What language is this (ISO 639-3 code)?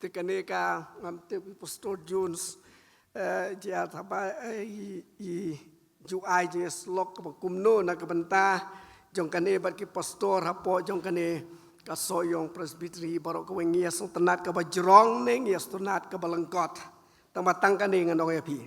kha